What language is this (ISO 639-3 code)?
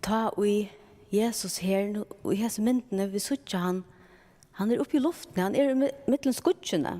fao